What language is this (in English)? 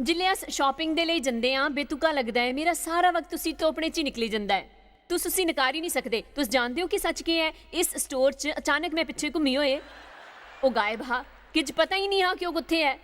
Dogri